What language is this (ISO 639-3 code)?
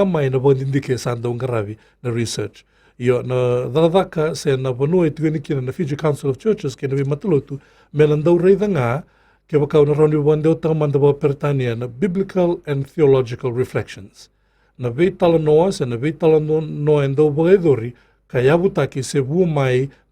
fij